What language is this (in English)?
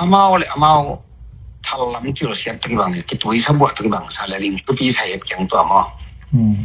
Tedim Chin